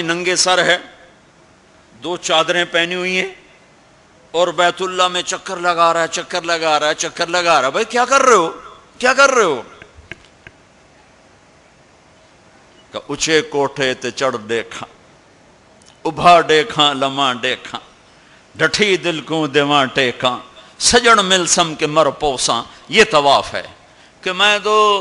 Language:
Urdu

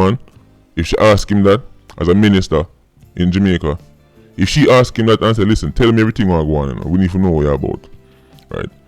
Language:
Jamaican Creole English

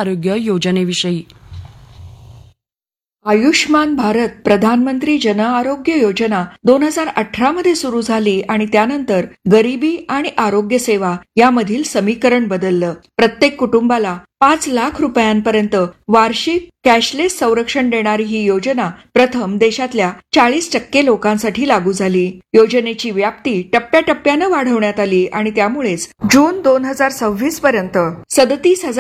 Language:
Marathi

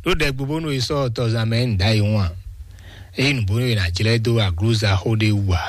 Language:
Fon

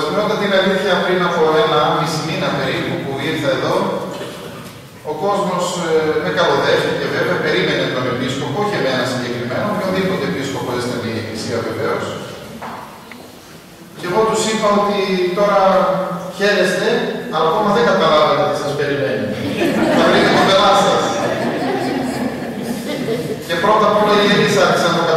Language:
Greek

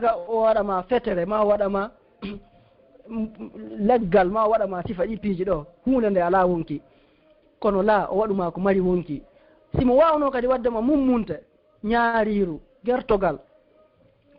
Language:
Fula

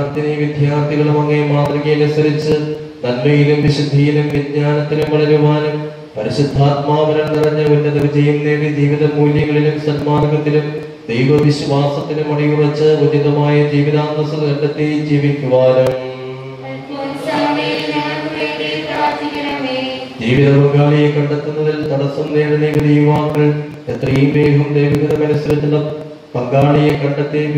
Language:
Malayalam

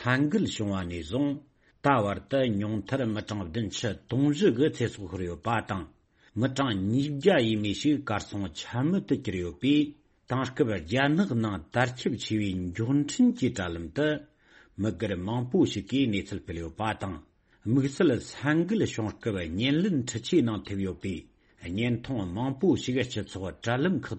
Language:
Tibetan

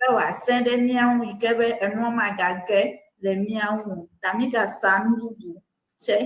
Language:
Ewe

